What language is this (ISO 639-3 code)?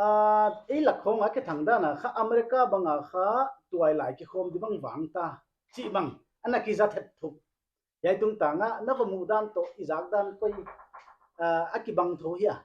pck